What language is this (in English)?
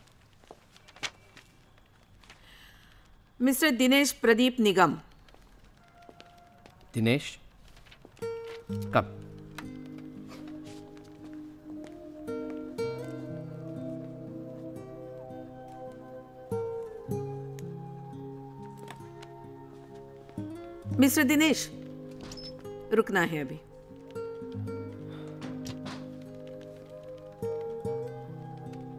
Hindi